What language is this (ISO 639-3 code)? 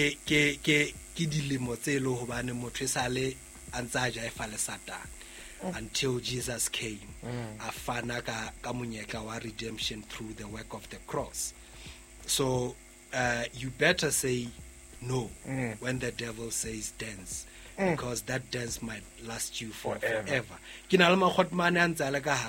sot